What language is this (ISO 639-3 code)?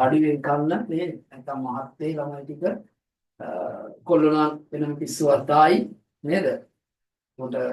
sin